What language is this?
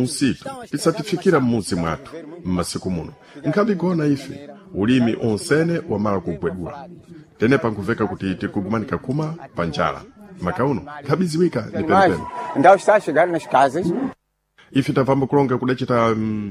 Sena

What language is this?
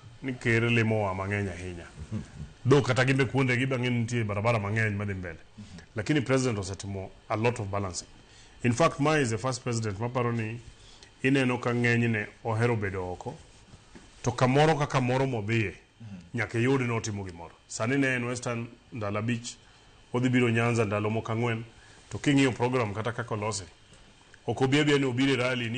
Luo (Kenya and Tanzania)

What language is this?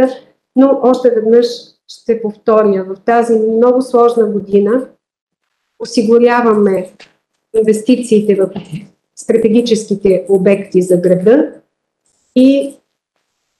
Bulgarian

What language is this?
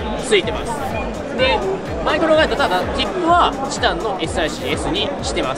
Japanese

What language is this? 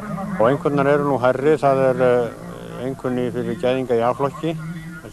Icelandic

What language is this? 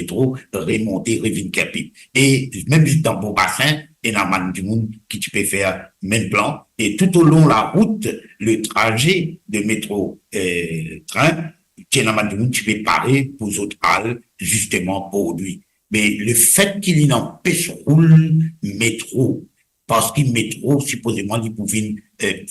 Morisyen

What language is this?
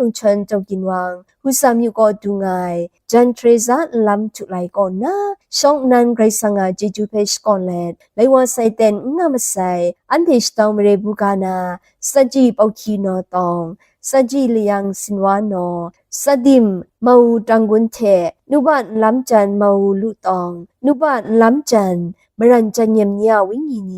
Kachin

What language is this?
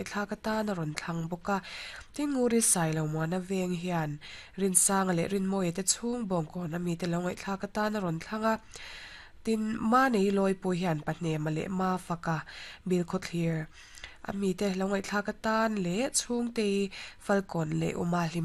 Mizo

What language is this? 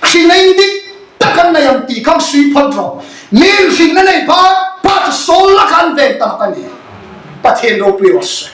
Hmar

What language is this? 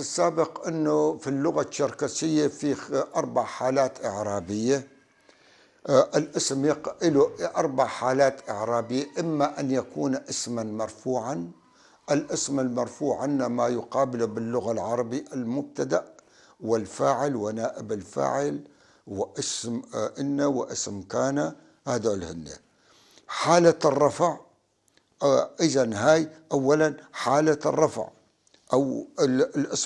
North Levantine Arabic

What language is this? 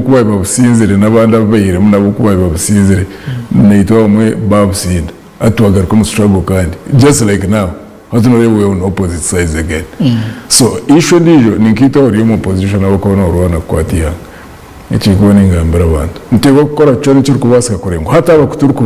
Nyankole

